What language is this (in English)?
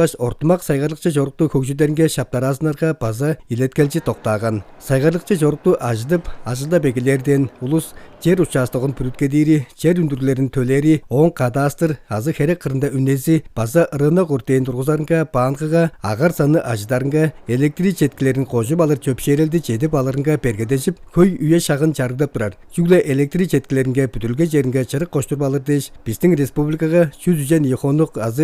Tuvinian